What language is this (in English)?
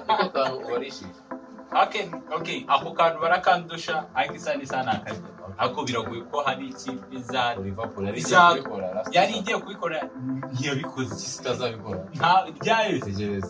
Kinyarwanda